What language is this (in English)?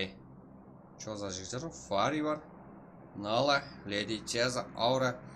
Kara-Kalpak